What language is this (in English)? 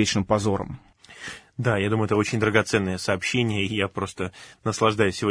Russian